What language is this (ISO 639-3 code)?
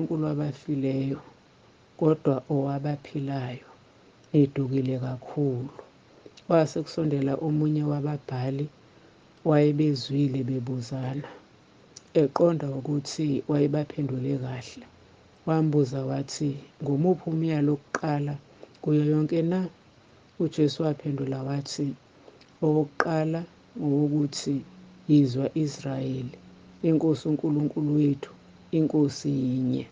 zul